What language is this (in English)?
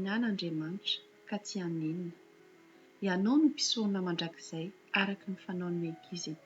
Malagasy